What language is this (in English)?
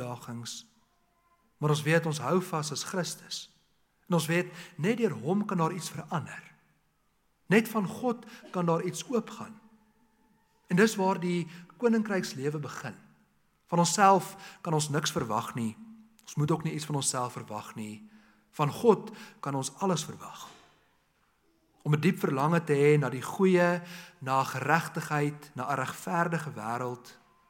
Afrikaans